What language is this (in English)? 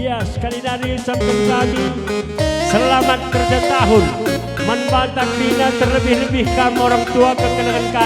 Batak Karo